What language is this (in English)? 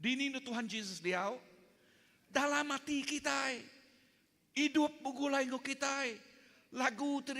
Iban